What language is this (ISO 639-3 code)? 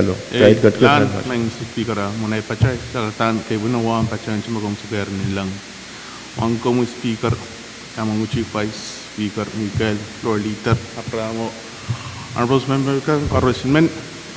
pon